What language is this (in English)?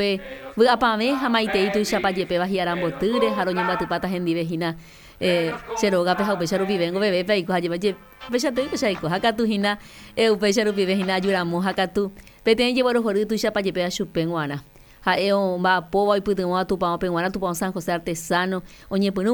Guarani